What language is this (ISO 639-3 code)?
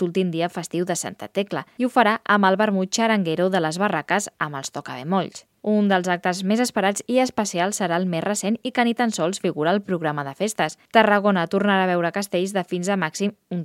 cat